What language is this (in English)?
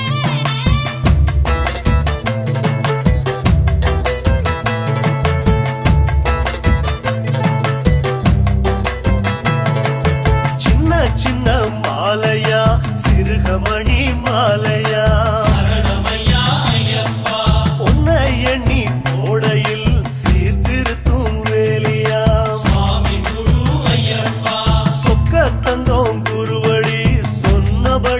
Tamil